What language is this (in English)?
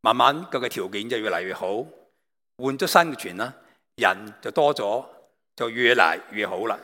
Cantonese